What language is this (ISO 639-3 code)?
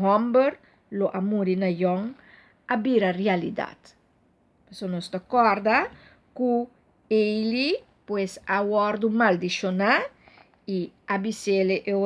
pap